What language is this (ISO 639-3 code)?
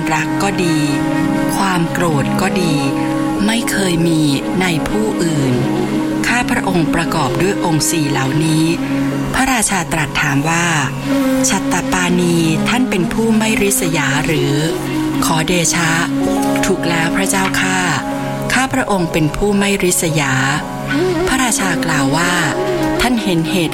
tha